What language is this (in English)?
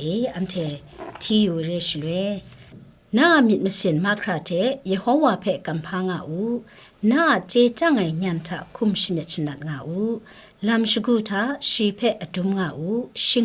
Kachin